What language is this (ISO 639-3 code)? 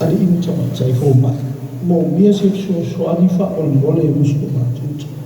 smo